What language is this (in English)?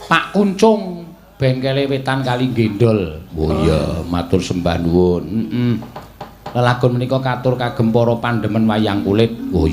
Javanese